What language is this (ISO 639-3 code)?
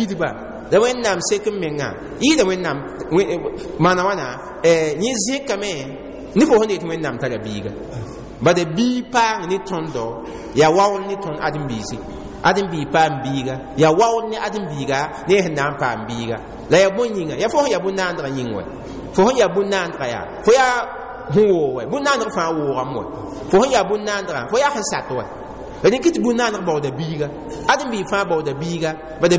mos